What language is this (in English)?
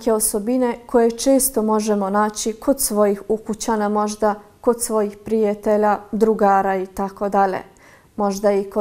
Bosnian